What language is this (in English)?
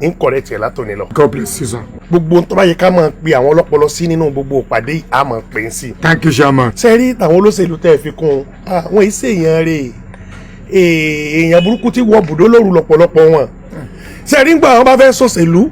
Yoruba